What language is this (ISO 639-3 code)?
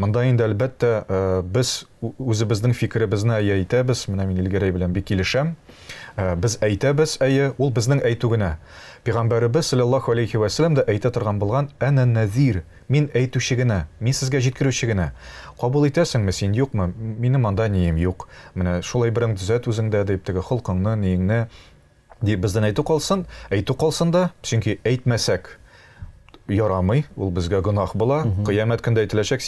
tat